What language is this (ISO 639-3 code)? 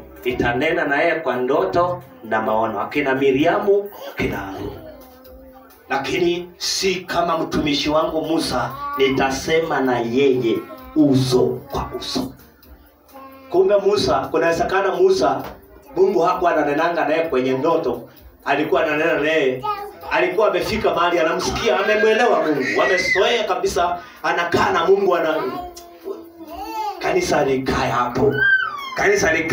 swa